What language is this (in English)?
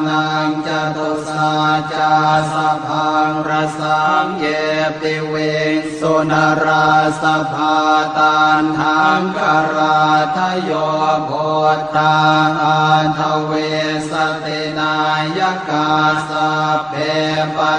Pali